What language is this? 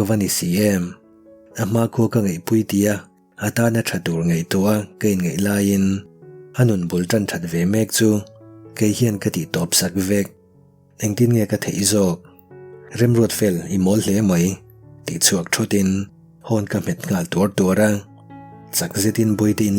Mizo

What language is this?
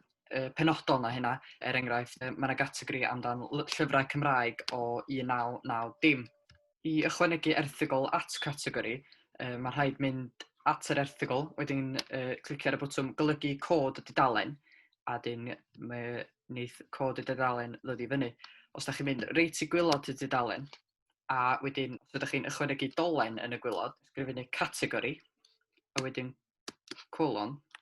Welsh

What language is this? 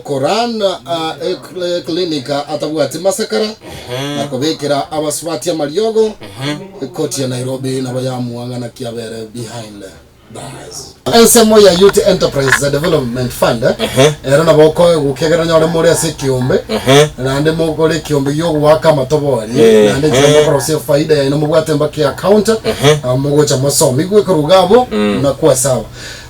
Gusii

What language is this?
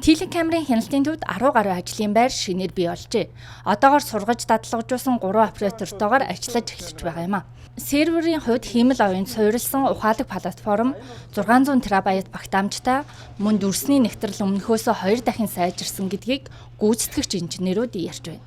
Mongolian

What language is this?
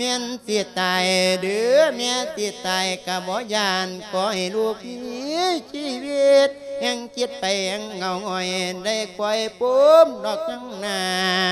Lao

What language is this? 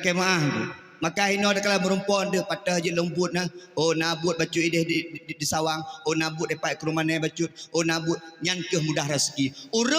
Achinese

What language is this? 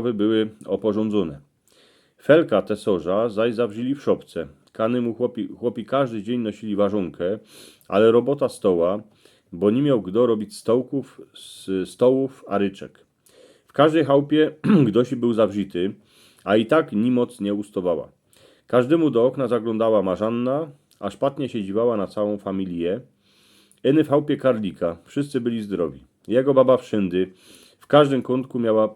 Silesian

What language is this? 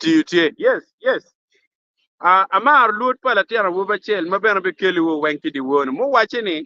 Acoli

